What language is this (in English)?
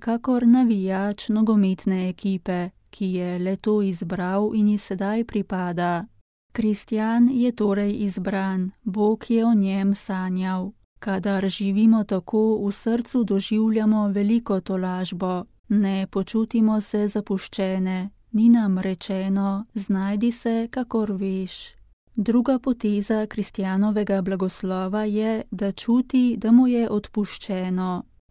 Slovenian